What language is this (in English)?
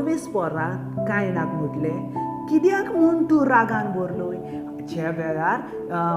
Konkani